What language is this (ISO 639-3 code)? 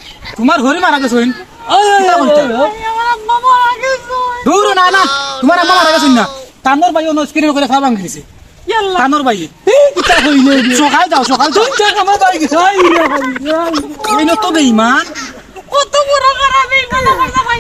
syl